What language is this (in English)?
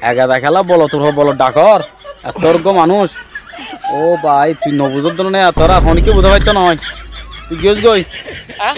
Rohingya